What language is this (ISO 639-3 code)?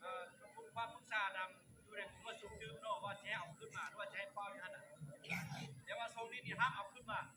lao